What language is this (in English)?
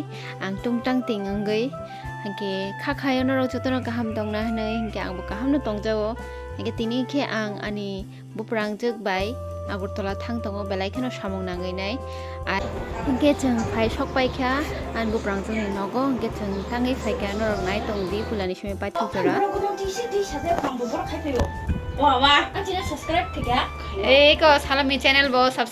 Kok Borok